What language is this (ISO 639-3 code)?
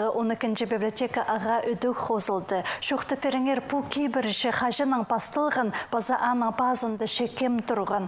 kjh